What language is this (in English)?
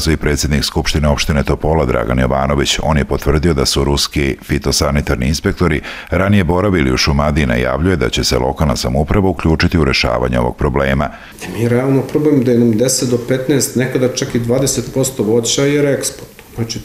Serbian